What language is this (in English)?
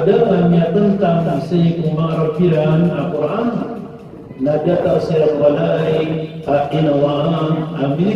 Maranao